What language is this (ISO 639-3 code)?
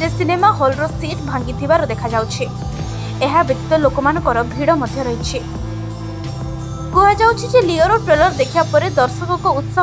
ori